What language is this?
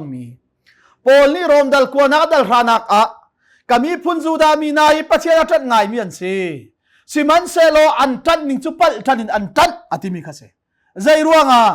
Hakha Chin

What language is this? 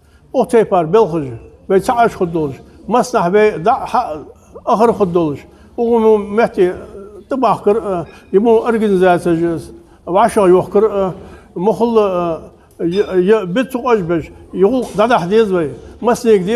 Ingush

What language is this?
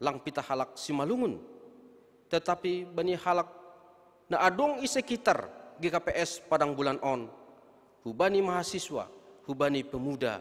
Batak Simalungun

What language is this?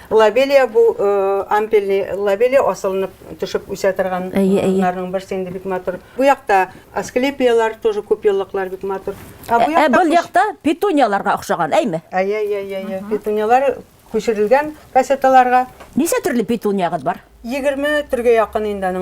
Bashkir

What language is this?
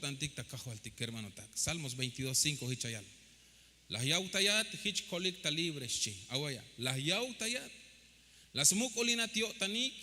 Tzeltal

